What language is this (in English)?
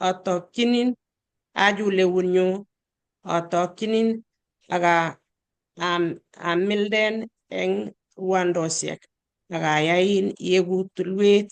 Kalenjin